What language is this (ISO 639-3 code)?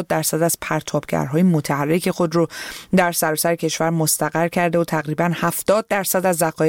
fas